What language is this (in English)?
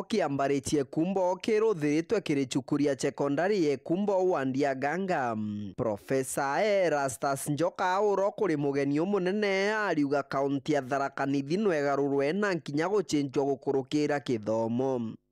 Meru